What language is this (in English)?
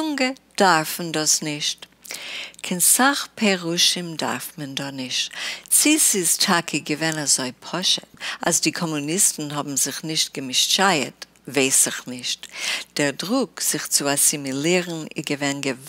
Yiddish